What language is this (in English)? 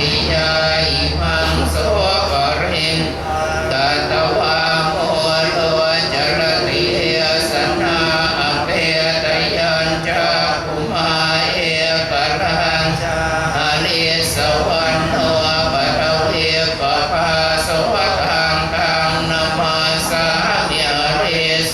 Pali